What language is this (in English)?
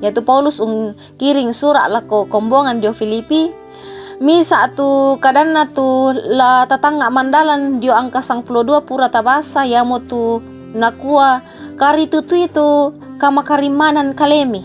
Toraja-Sa'dan